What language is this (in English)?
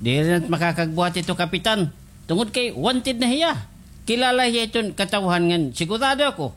Waray